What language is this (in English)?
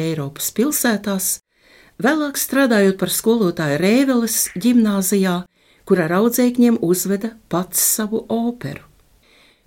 Latvian